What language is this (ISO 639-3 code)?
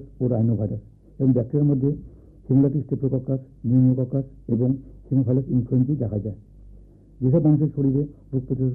ben